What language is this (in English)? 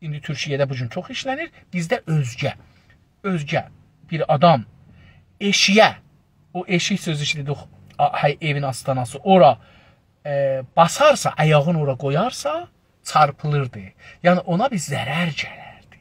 South Azerbaijani